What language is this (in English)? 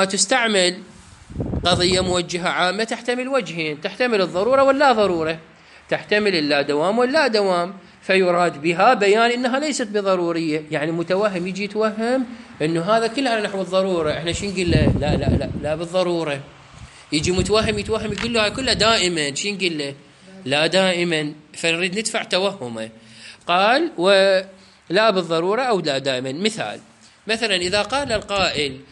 Mesopotamian Arabic